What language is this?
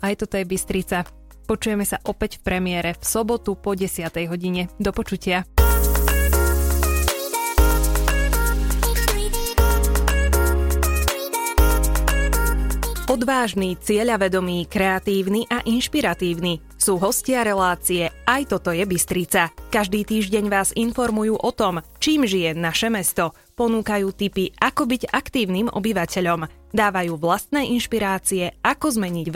Slovak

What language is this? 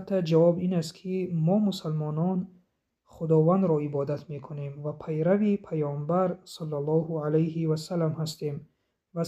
Tajik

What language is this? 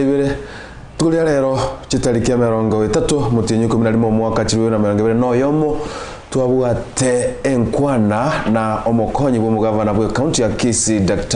Gusii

